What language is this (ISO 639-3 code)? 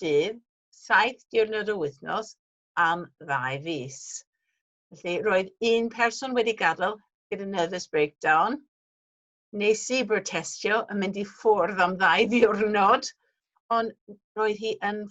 cym